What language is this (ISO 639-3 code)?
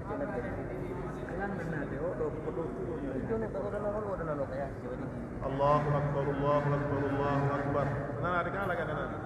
fuf